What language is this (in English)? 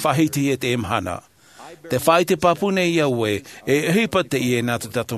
Tahitian